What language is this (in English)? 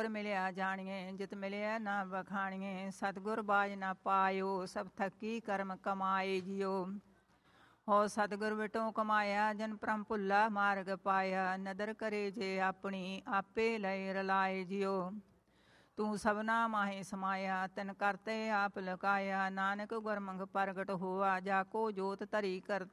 Punjabi